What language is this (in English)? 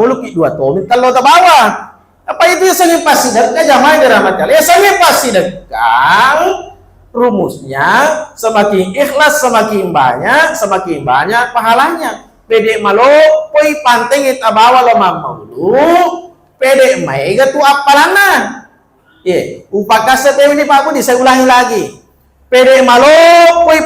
Buginese